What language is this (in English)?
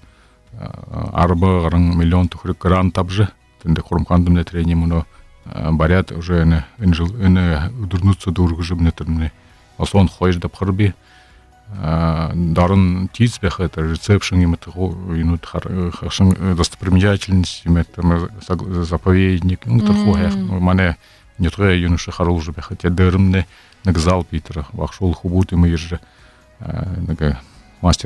Buriat